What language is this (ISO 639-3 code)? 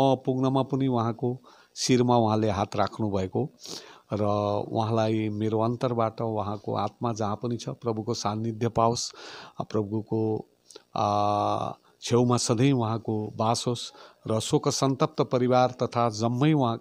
nep